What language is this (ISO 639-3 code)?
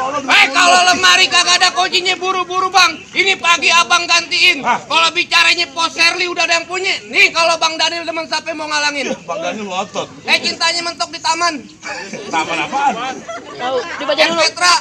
bew